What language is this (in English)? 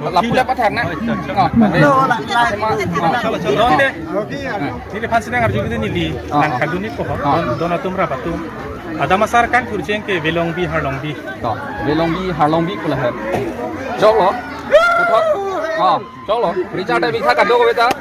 Karbi